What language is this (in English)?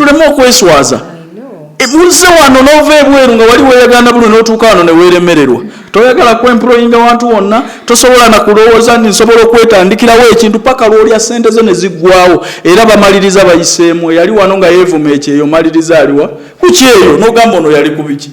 Ganda